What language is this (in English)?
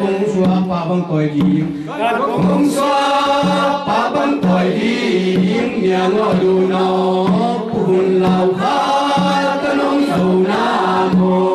Tedim Chin